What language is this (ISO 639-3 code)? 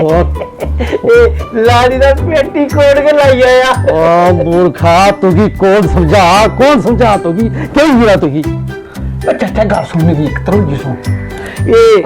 doi